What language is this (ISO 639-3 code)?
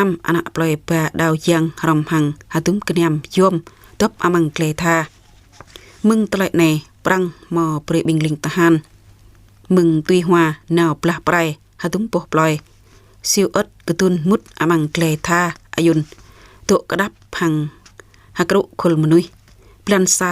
jra